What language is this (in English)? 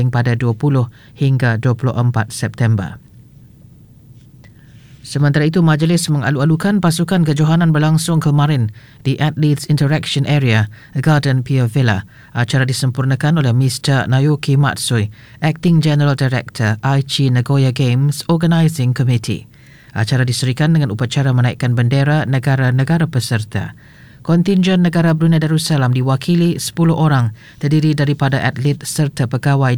Malay